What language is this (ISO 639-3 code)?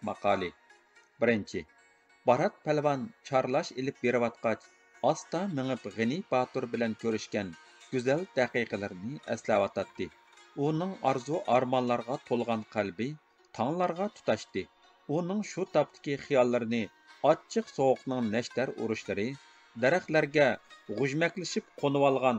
uig